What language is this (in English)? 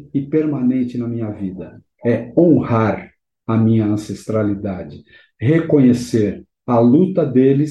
Portuguese